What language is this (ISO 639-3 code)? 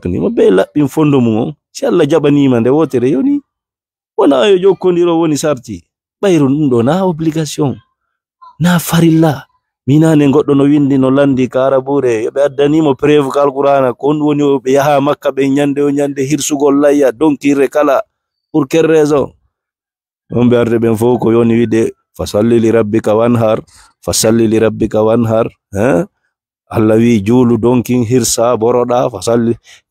ful